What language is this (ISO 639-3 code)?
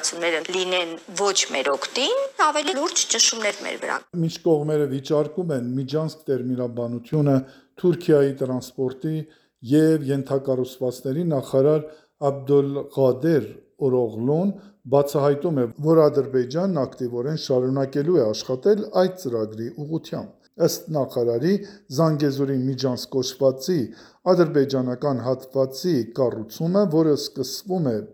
hye